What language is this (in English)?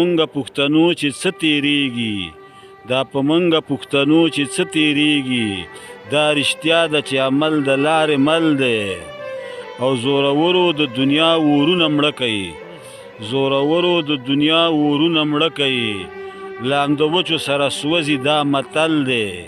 Pashto